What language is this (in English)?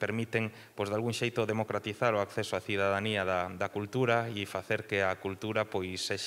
Galician